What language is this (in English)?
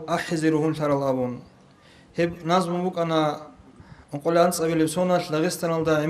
Avaric